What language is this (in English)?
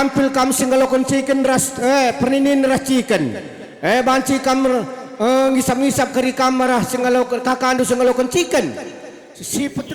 Batak Karo